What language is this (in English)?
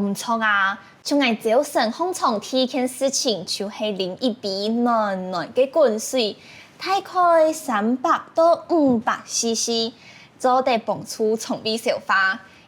Hakka Chinese